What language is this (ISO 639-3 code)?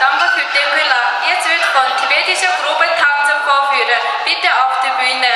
bod